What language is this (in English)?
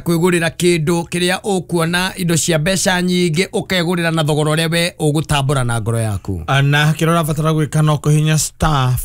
Kikuyu